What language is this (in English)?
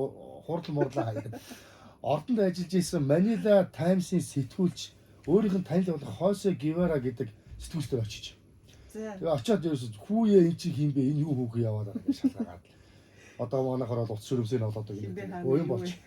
Mongolian